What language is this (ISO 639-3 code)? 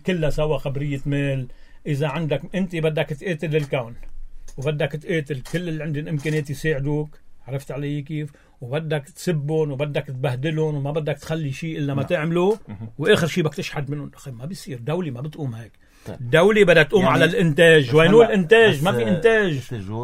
apc